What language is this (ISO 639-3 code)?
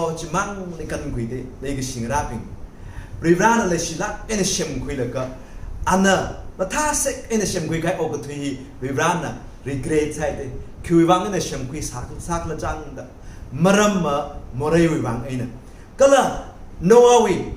nmf